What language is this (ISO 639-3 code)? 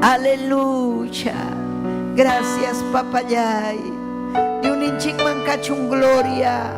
quy